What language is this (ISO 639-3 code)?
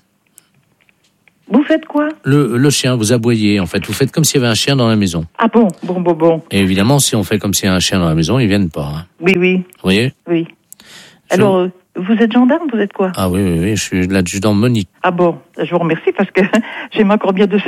fra